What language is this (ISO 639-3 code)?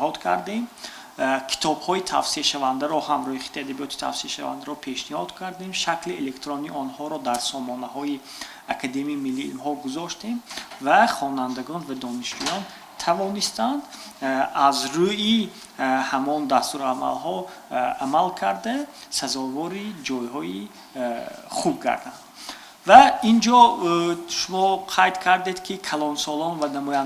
tgk